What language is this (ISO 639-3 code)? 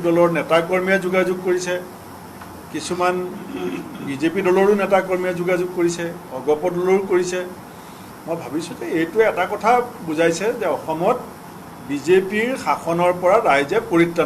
asm